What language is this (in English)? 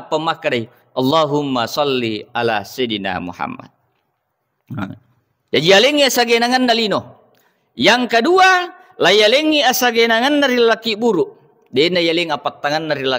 Buginese